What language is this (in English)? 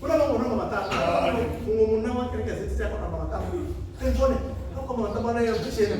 Venda